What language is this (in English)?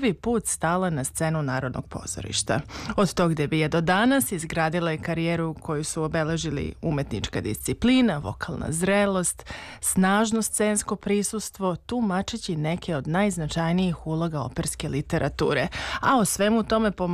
Serbian